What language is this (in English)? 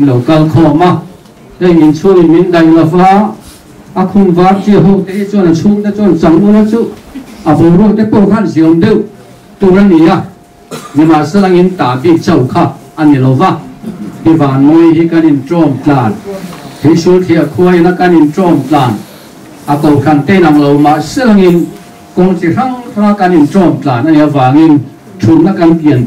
Mizo